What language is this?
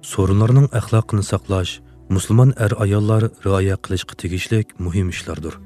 Uyghur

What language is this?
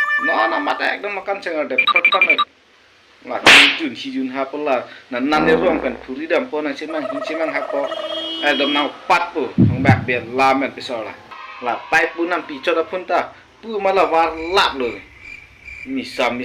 Karbi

